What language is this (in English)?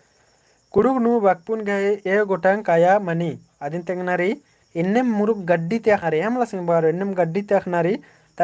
Kurukh